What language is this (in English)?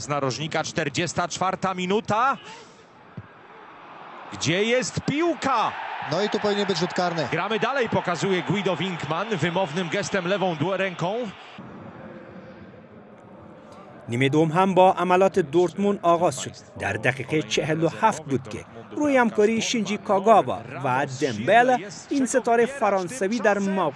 Persian